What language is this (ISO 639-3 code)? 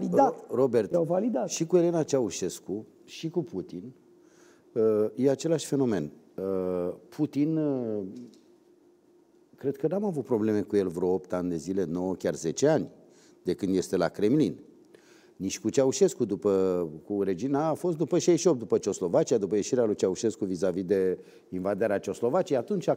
ron